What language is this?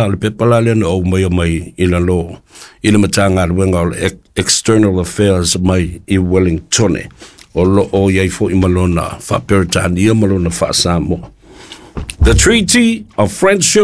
Samoan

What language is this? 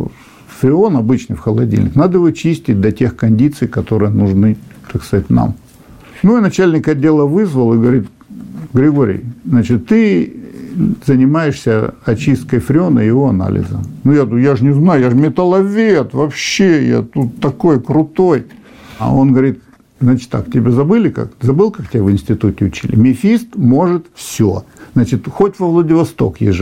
Russian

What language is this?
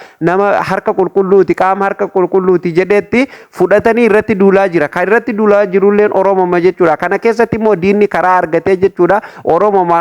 Oromo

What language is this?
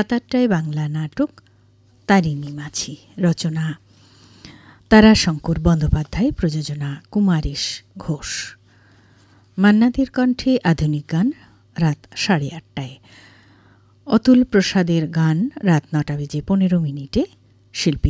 Bangla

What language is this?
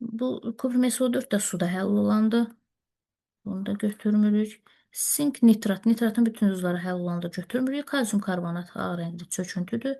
Azerbaijani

